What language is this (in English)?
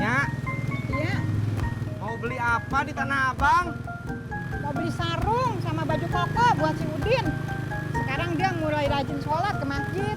Betawi